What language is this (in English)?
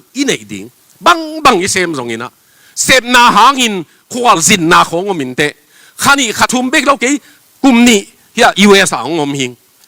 Tedim Chin